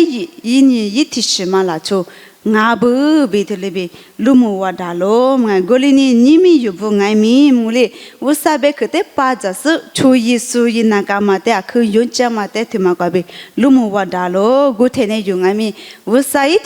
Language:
Lisu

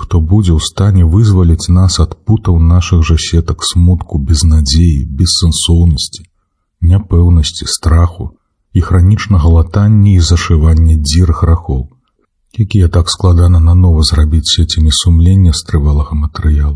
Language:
Belarusian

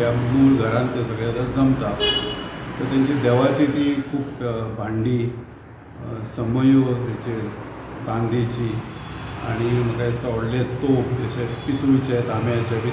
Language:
Konkani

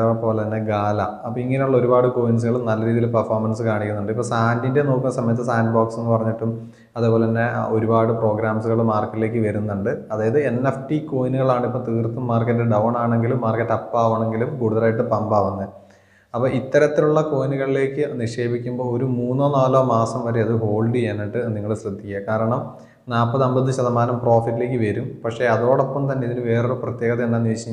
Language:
Malayalam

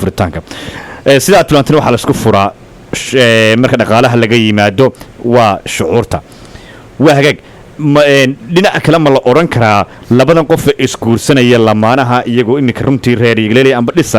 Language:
Somali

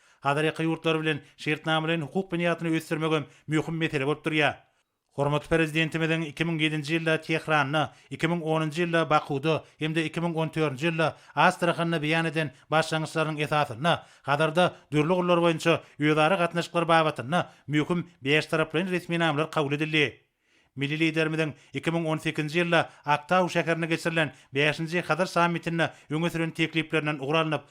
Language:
Turkmen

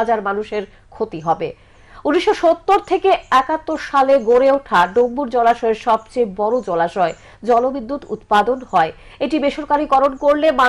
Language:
Bangla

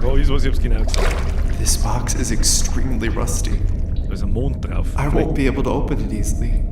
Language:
Bavarian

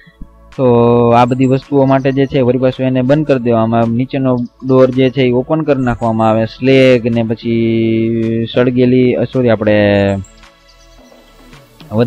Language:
Gujarati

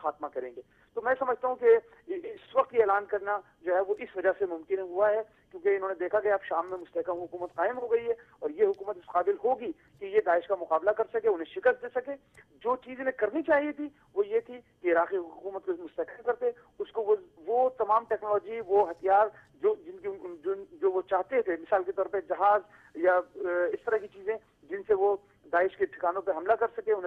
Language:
Urdu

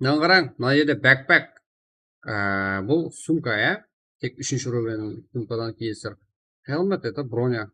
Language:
Kara-Kalpak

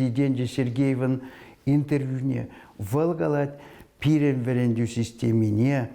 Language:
Chuvash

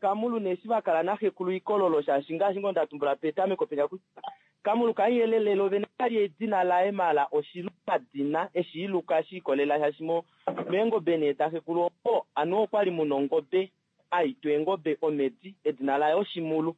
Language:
Kuanyama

